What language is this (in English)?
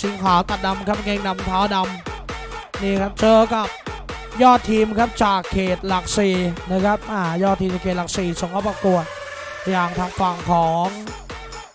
Thai